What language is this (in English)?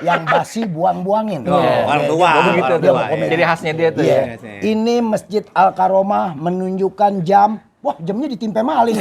Betawi